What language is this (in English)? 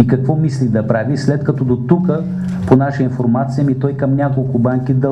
Bulgarian